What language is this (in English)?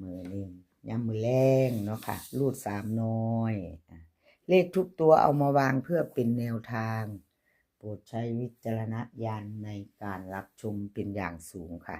Northeastern Thai